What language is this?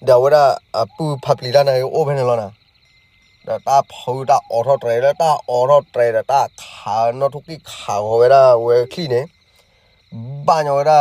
S'gaw Karen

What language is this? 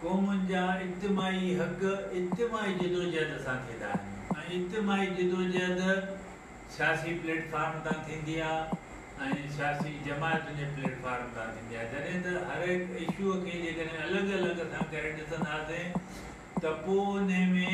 Sindhi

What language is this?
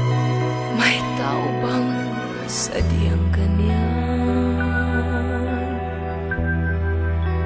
Filipino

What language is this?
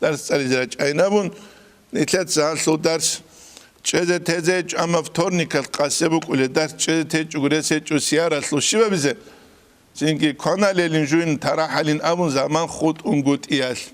Avaric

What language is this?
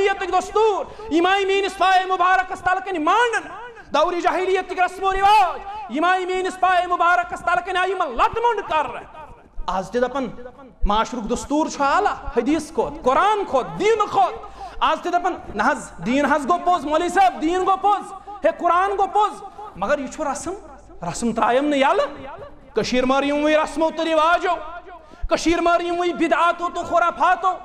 Kashmiri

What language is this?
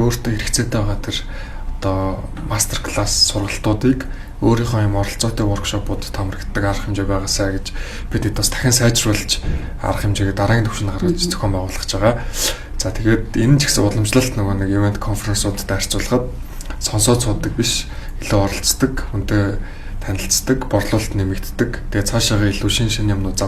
Mongolian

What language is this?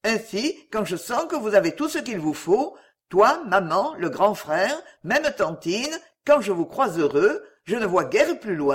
French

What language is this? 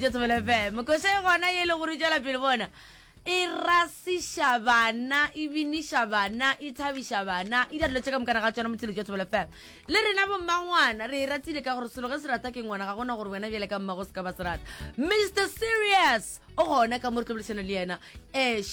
Northern Sotho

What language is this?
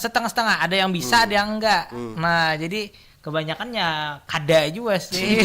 Banjar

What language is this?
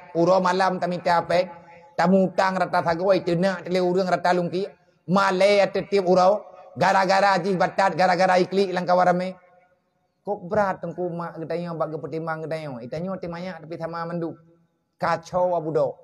Achinese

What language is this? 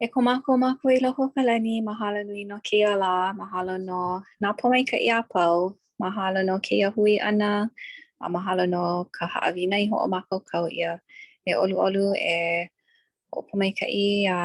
Hawaiian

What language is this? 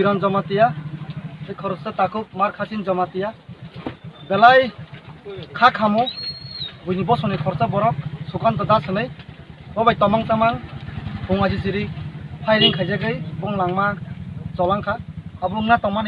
Kok Borok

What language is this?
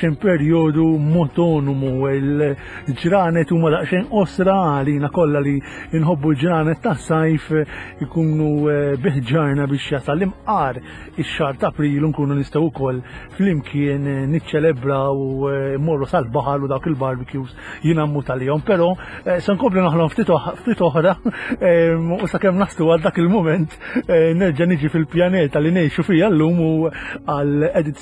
Maltese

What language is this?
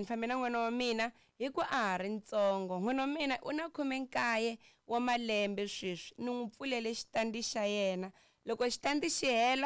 Tsonga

